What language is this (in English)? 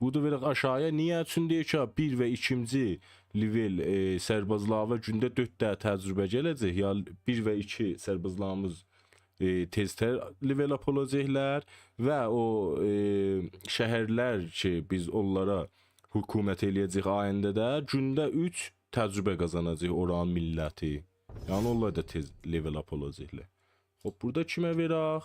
South Azerbaijani